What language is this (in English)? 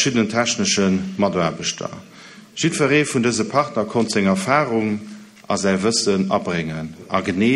Luxembourgish